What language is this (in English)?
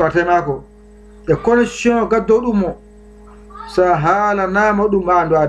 Fula